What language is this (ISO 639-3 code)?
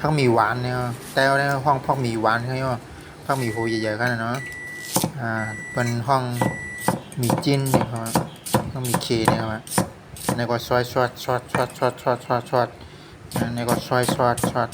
shn